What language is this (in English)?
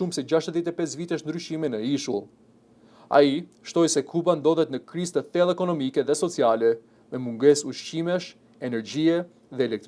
Albanian